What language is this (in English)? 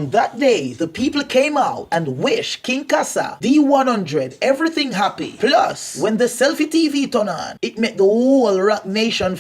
Jamaican Creole English